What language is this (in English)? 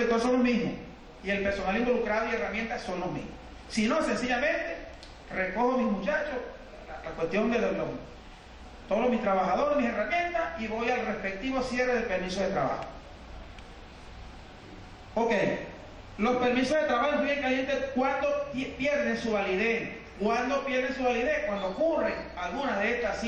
Spanish